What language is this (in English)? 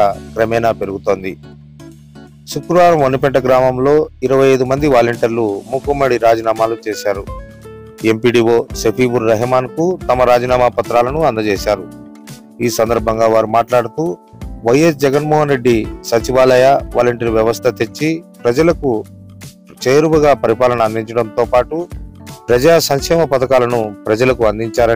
Telugu